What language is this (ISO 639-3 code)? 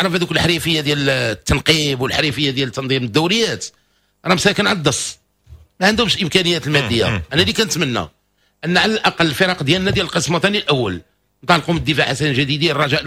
ary